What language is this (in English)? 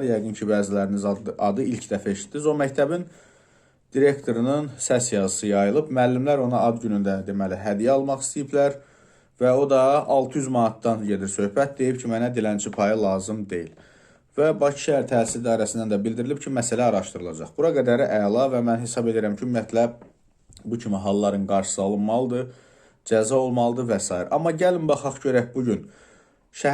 Azerbaijani